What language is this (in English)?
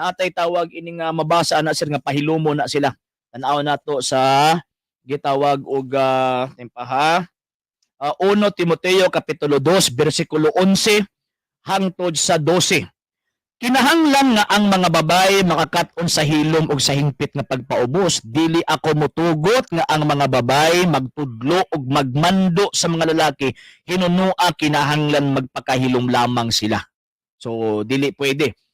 Cebuano